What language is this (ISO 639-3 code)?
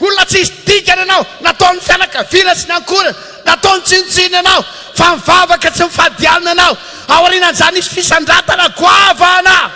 mlg